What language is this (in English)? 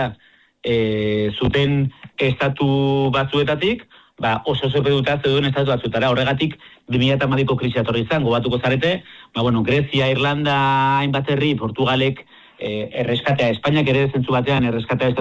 Basque